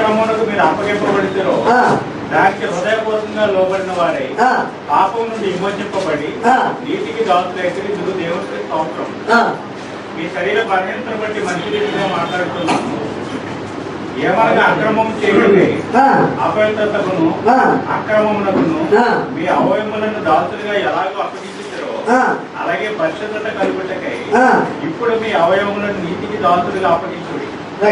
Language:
Telugu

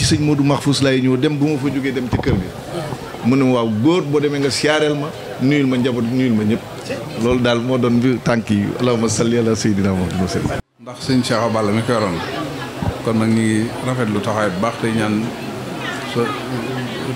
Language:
Wolof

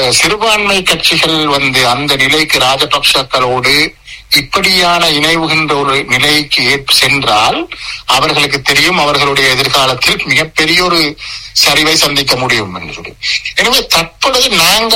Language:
Tamil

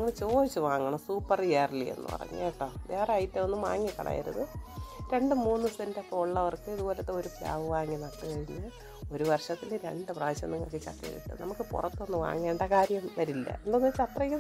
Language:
Malayalam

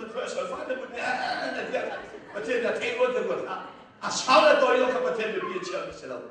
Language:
Hakha Chin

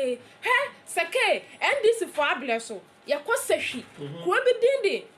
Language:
Akan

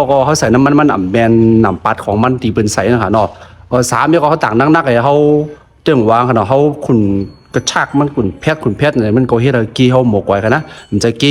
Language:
Shan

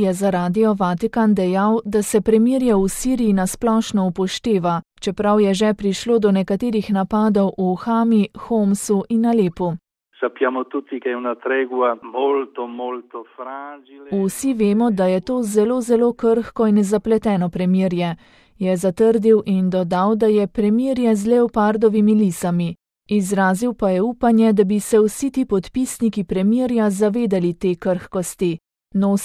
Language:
Slovenian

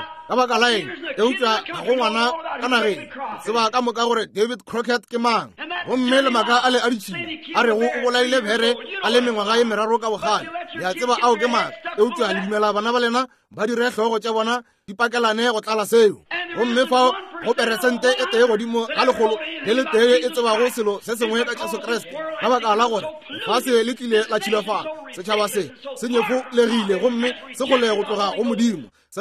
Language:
Northern Sotho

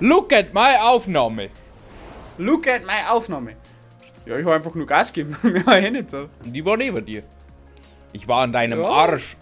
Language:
Bavarian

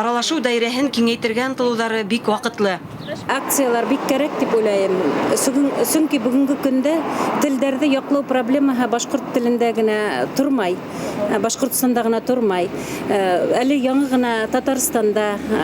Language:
Bashkir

